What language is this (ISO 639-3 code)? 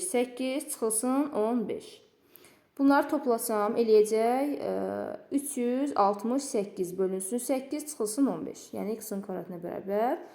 aze